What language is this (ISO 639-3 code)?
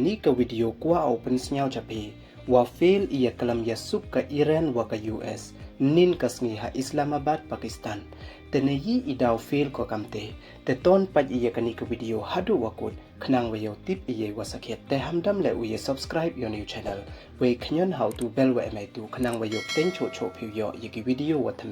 pbv